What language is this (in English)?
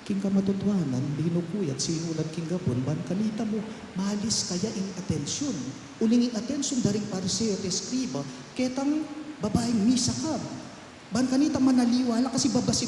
Pampanga